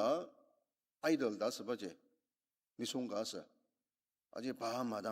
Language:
Ao Naga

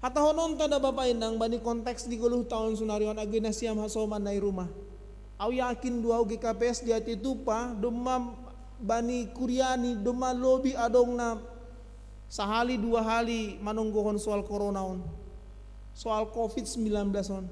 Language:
Batak Simalungun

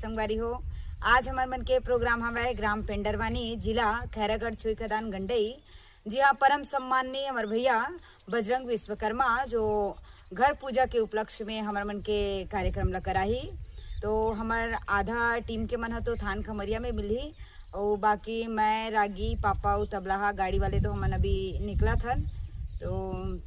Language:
Chhattisgarhi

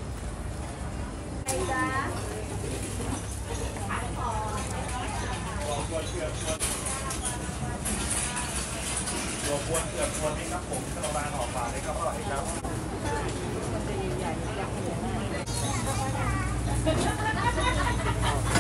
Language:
Thai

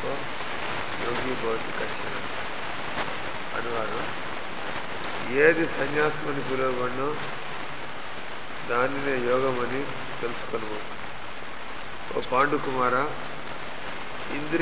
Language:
Telugu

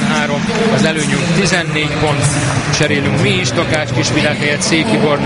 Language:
Hungarian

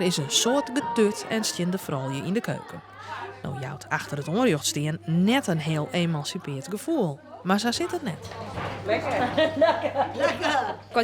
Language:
Western Frisian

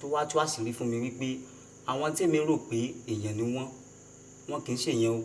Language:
Yoruba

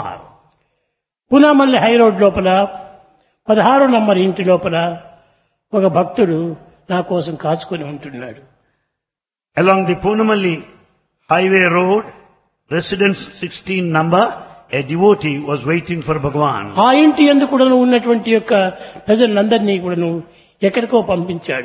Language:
Telugu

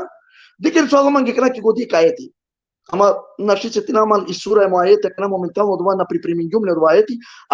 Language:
Balkan Romani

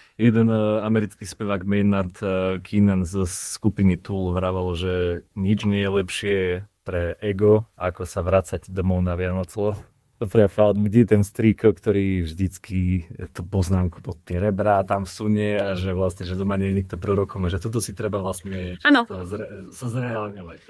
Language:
Slovak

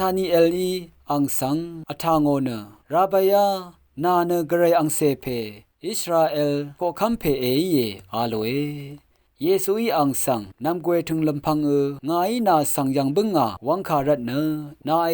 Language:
Rawang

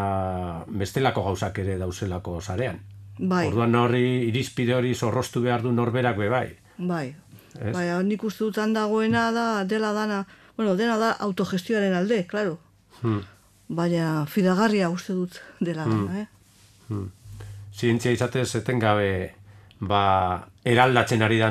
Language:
Basque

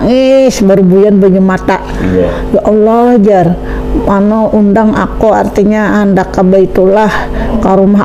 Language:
Banjar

